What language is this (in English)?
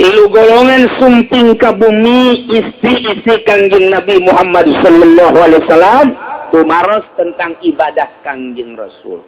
Sundanese